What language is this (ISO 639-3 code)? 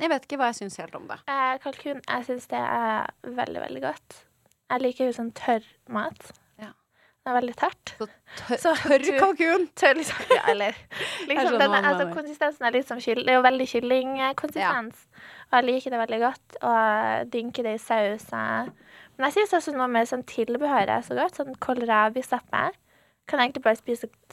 nor